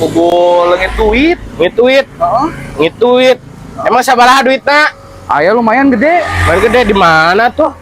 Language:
Sundanese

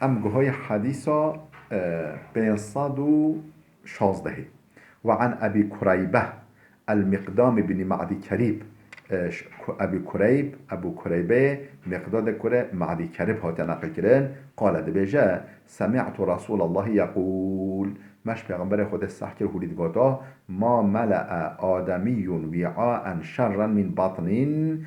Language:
Kurdish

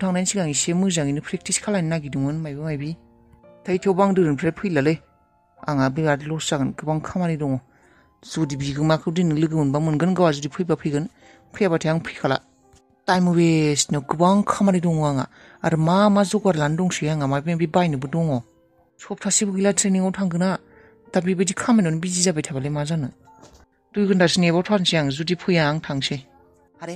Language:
Bodo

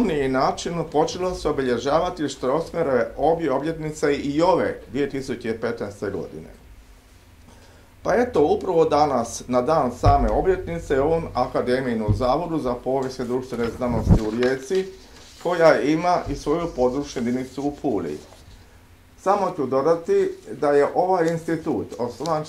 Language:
Croatian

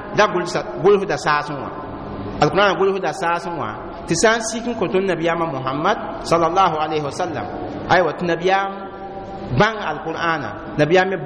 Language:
Mossi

